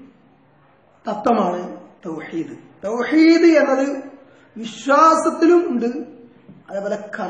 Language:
Malayalam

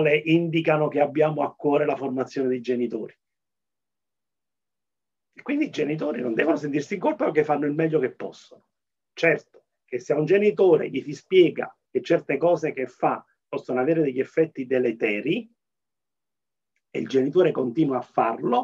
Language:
Italian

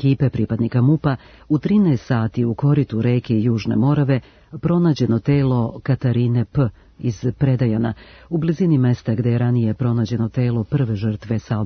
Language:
Serbian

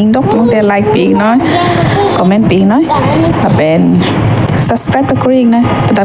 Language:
Karbi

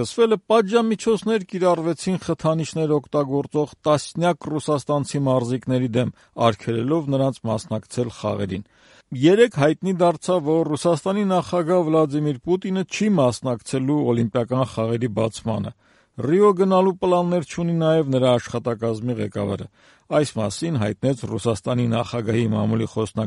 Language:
Armenian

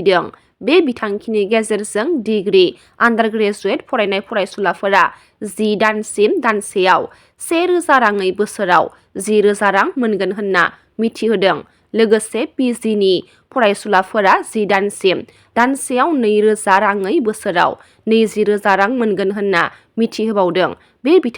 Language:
Bodo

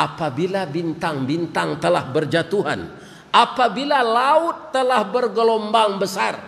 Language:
Minangkabau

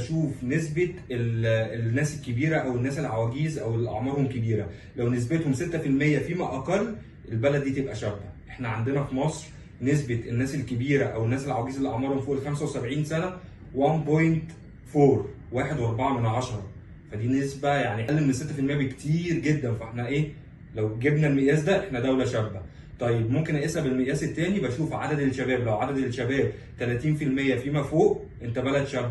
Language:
Egyptian Arabic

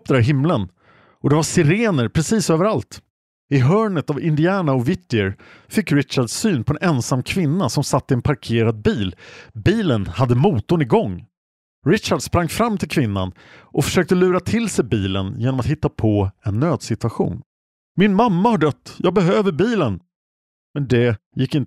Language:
Swedish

